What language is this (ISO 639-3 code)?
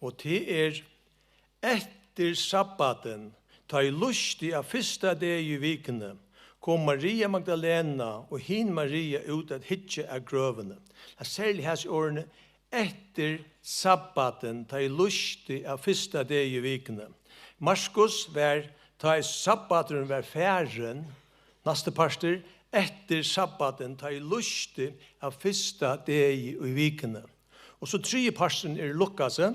fao